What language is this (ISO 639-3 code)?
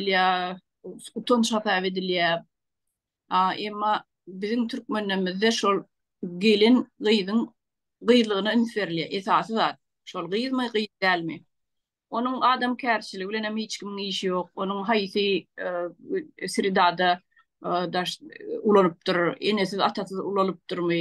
tuk